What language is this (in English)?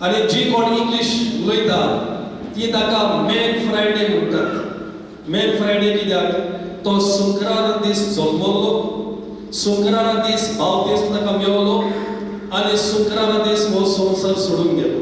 Konkani